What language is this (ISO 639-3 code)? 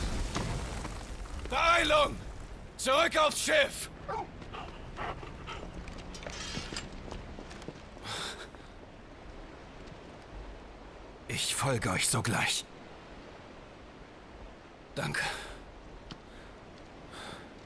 deu